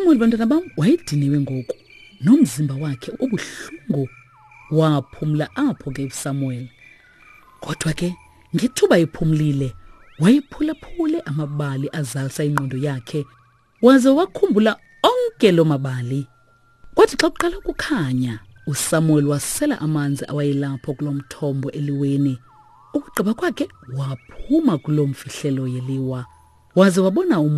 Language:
Xhosa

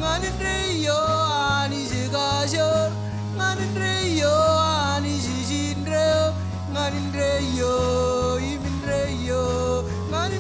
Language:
Marshallese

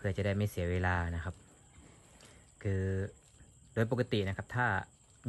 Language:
Thai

